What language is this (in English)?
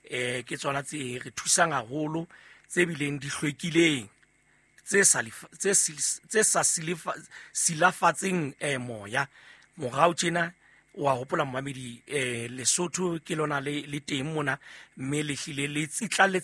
Southern Sotho